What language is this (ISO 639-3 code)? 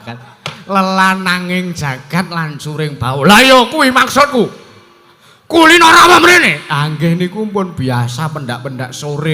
jav